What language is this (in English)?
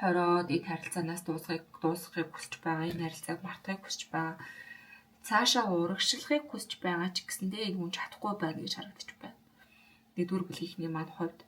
Mongolian